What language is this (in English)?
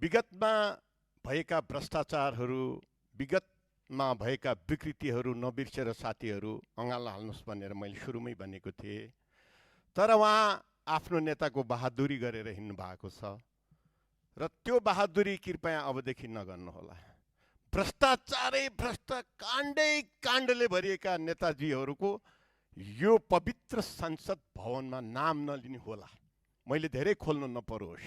Nepali